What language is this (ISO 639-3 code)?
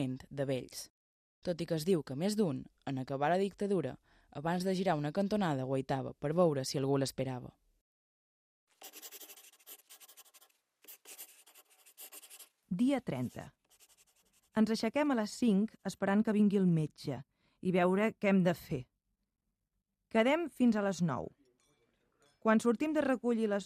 cat